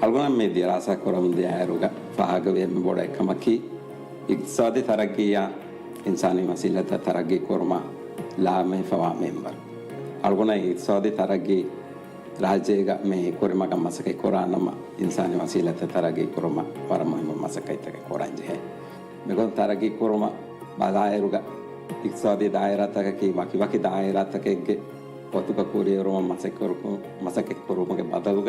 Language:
Divehi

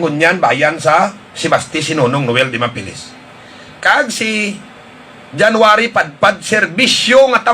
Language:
Hiligaynon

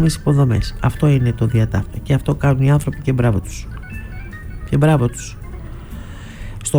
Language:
Greek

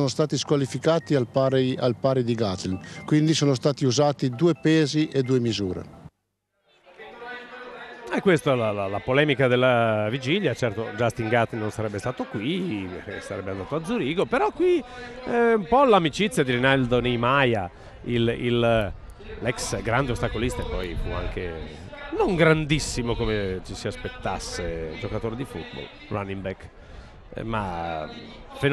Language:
Italian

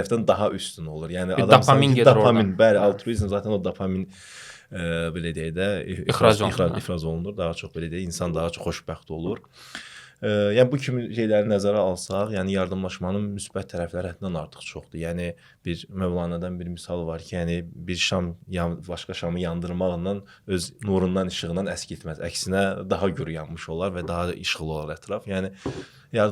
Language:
Azerbaijani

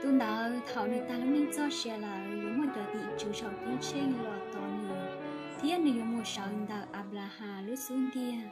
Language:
Hmong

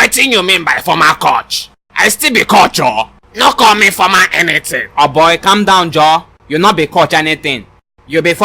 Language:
Nigerian Pidgin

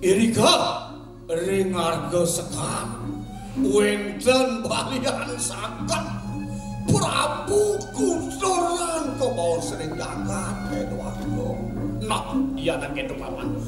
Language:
Balinese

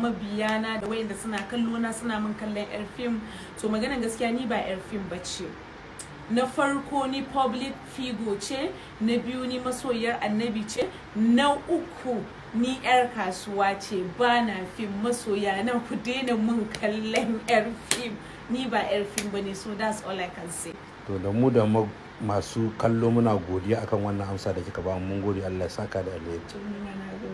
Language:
Hausa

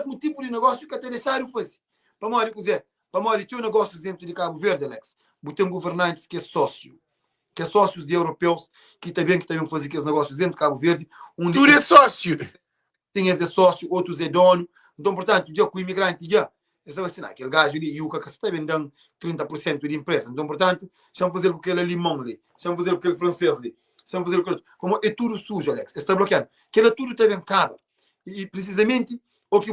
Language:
Kabuverdianu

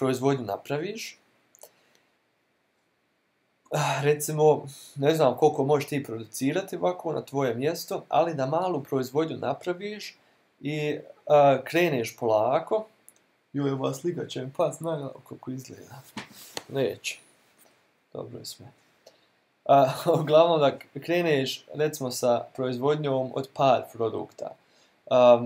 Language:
Bosnian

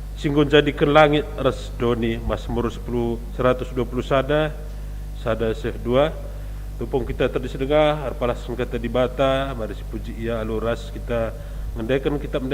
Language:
Batak Karo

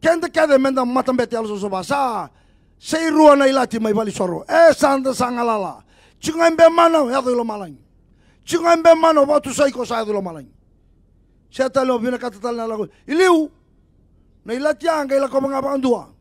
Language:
Fijian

